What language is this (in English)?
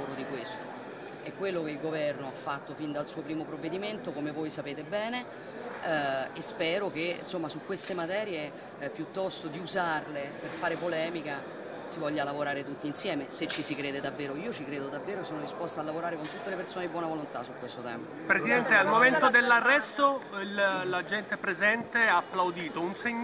Italian